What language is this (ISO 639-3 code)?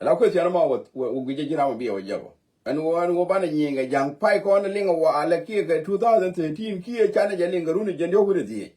nus